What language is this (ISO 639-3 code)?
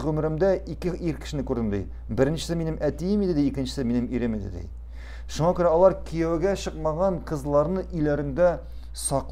tat